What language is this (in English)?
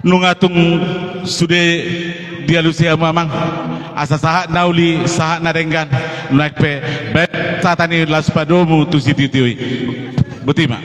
Batak Toba